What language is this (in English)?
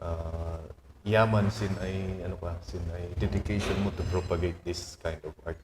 Kankanaey